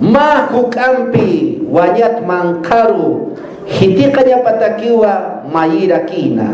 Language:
Aymara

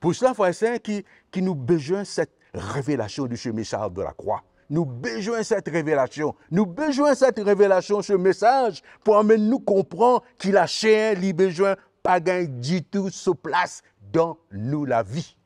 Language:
Morisyen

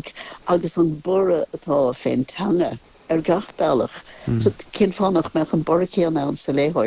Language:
Irish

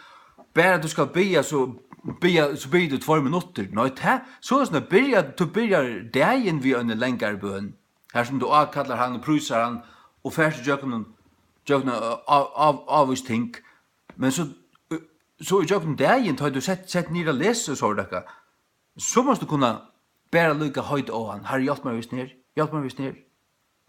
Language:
Faroese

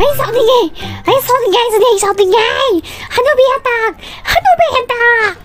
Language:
Manipuri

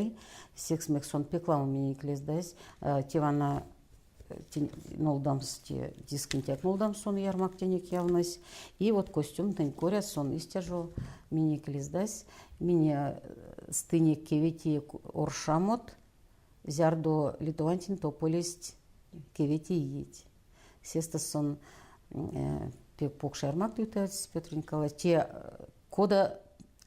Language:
Erzya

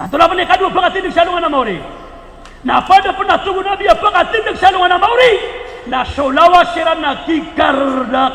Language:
Maranao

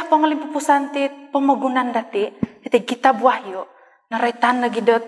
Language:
Central Dusun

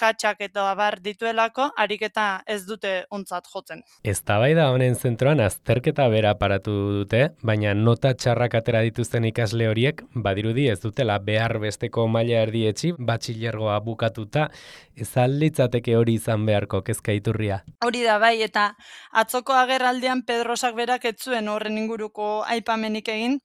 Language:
Basque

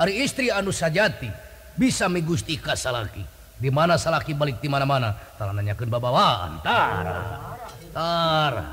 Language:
Sundanese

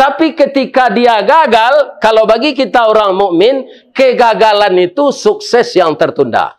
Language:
Minangkabau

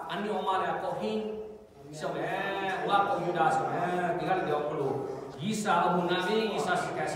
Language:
Lahu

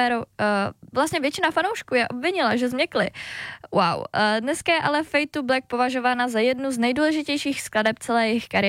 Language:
Czech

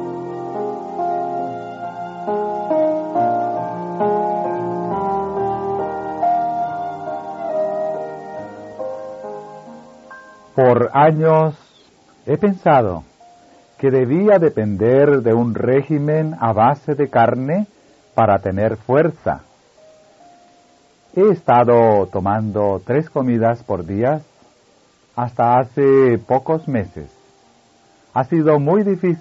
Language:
Spanish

